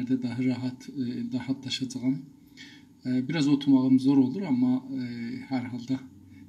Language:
South Azerbaijani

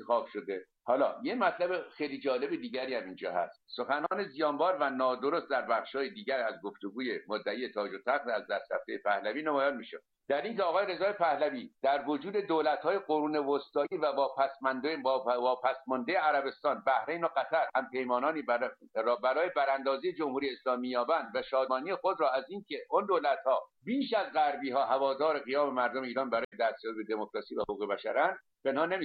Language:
Persian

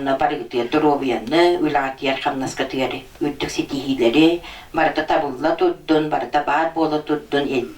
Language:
Yakut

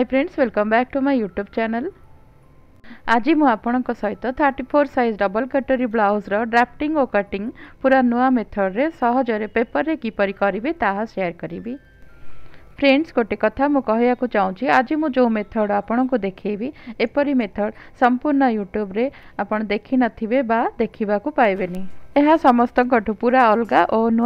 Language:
Odia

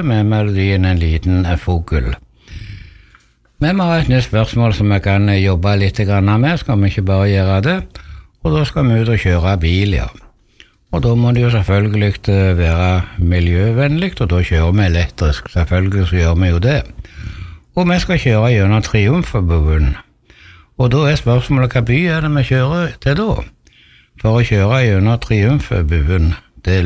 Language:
Norwegian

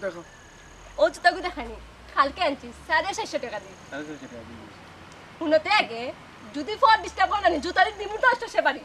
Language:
Sylheti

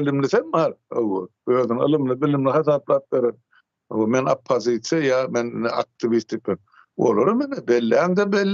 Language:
Turkmen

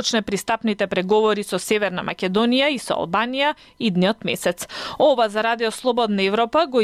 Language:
Macedonian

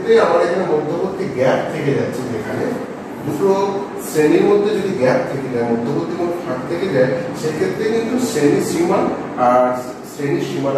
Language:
Bangla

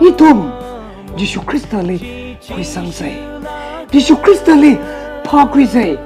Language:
Tangkhul Naga (India)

